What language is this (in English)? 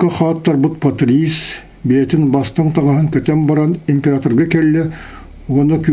Yakut